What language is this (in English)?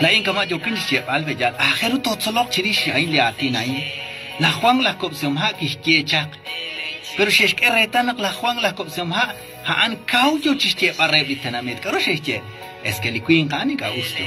Kekchí